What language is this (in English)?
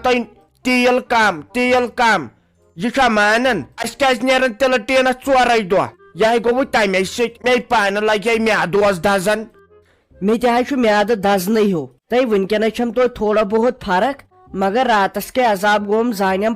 Kashmiri